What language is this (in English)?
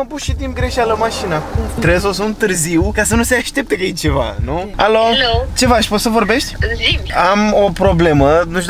Romanian